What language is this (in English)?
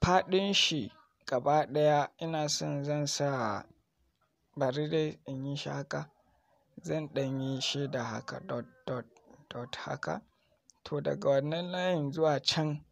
Hausa